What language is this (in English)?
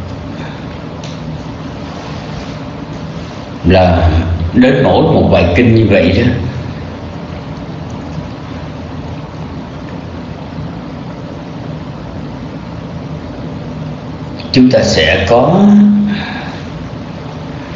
Vietnamese